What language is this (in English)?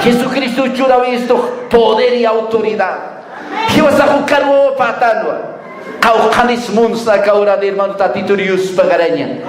Aymara